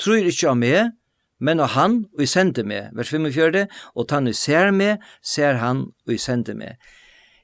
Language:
Faroese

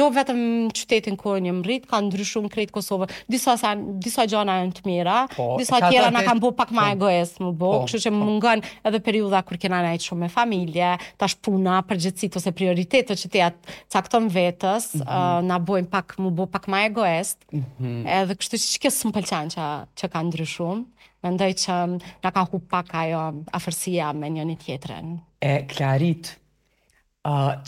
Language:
Albanian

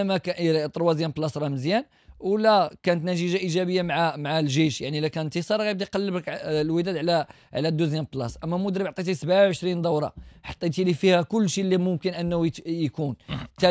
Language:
Moroccan Arabic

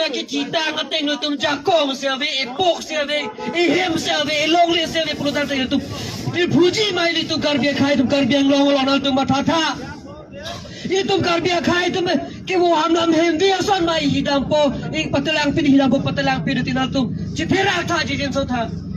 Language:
Karbi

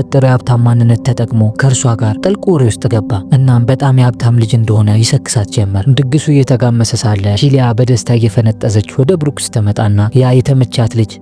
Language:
Amharic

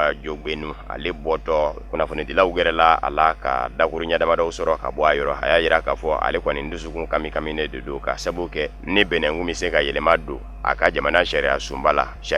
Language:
Bambara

